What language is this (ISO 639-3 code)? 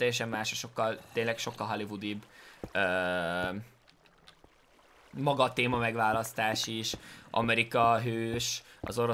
hun